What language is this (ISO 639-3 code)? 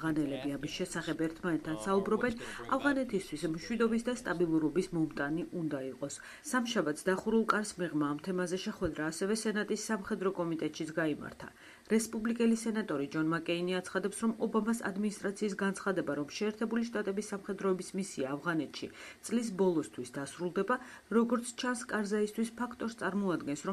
kat